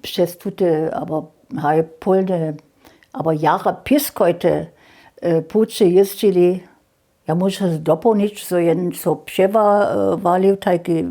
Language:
Upper Sorbian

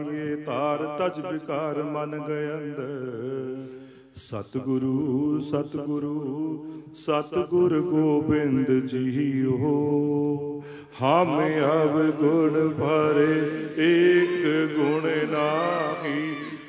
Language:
Punjabi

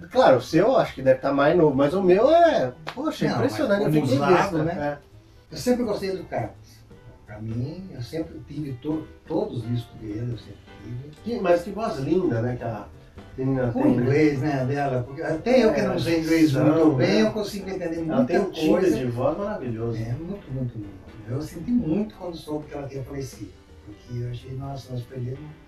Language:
Portuguese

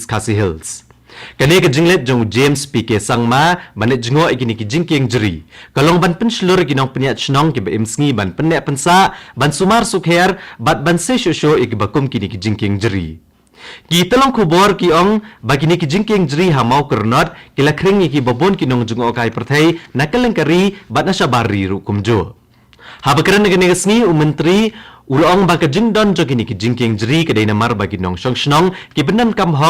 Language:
Khasi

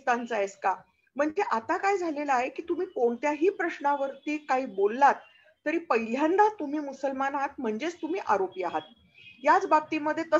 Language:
Marathi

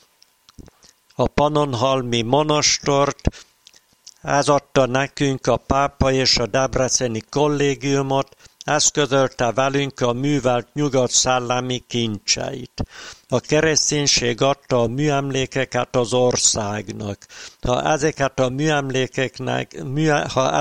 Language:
Hungarian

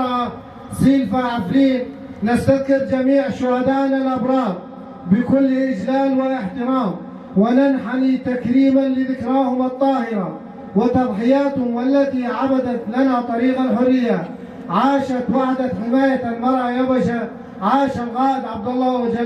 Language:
Kurdish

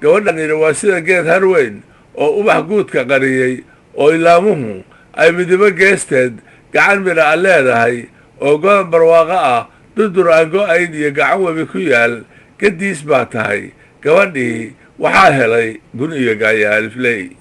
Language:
Somali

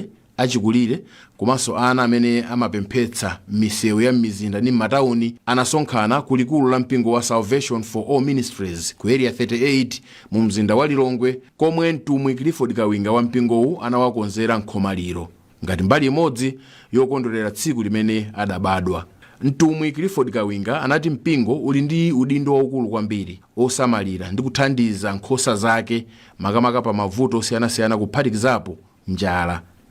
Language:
Nyanja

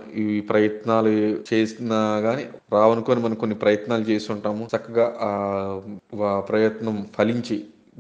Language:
Telugu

